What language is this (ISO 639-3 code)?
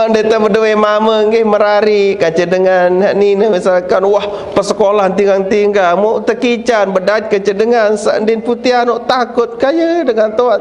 sas